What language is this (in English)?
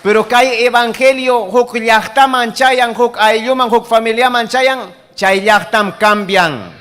Ayacucho Quechua